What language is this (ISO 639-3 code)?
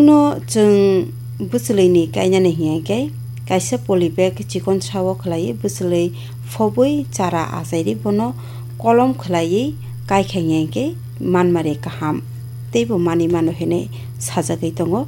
trp